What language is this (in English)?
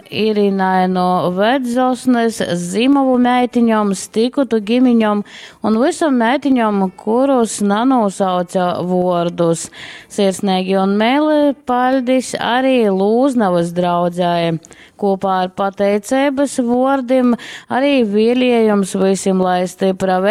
Latgalian